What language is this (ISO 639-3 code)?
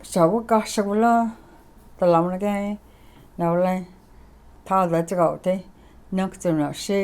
chr